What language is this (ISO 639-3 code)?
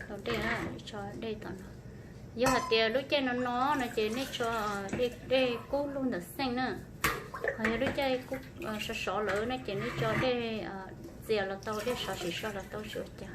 hmn